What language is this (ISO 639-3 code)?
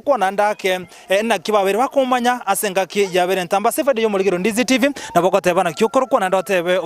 guz